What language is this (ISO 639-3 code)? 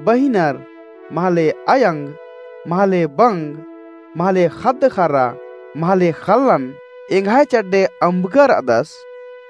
kru